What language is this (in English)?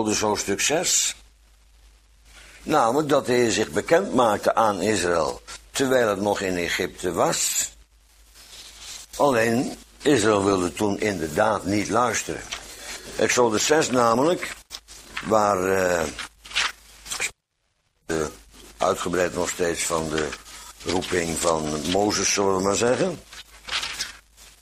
Dutch